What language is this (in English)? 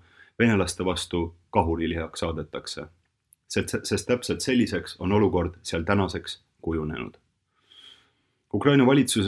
Estonian